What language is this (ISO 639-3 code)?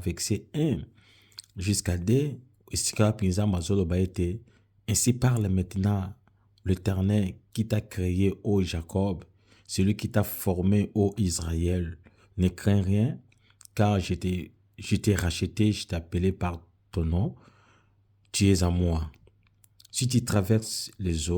lin